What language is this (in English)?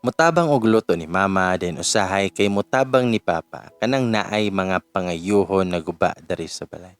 Cebuano